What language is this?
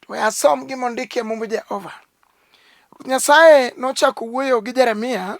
Luo (Kenya and Tanzania)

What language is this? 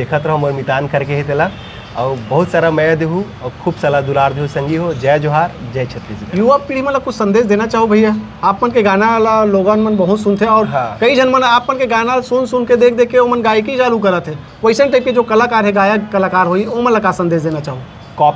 Chhattisgarhi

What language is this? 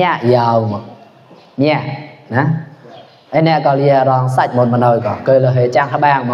Mon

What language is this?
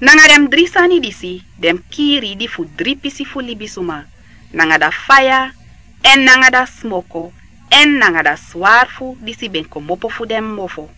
Sranan Tongo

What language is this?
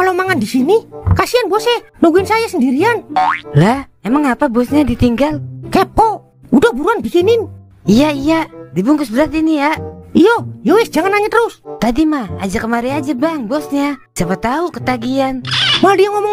Betawi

